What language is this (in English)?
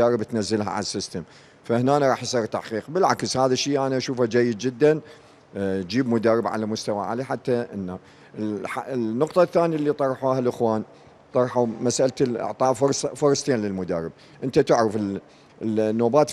Mesopotamian Arabic